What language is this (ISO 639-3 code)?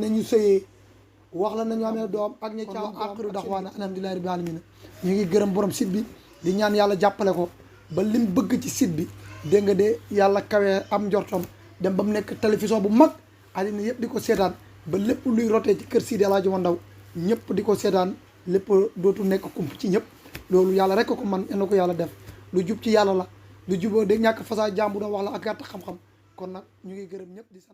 wol